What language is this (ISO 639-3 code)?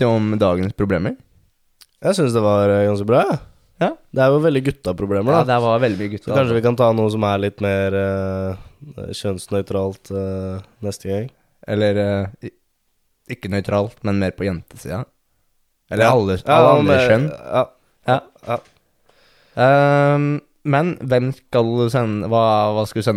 nor